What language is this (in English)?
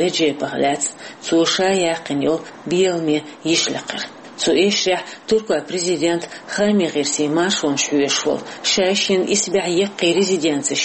Chechen